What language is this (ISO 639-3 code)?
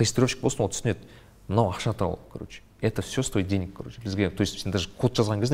kaz